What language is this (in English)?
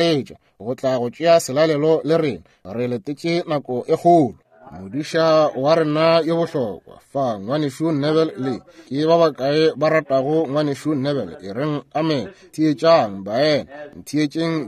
Northern Sotho